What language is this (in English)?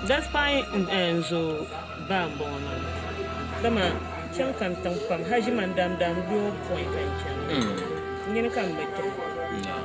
Dagbani